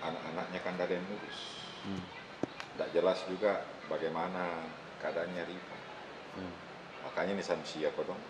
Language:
Makassar Malay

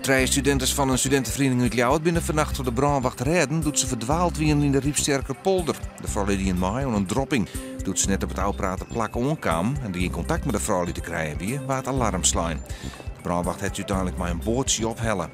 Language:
Western Frisian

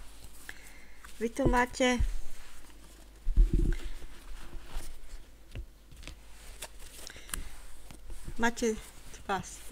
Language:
Slovak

